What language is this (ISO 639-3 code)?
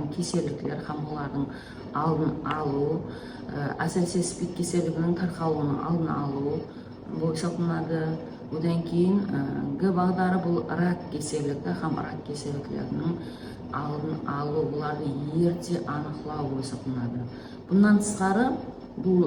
kaa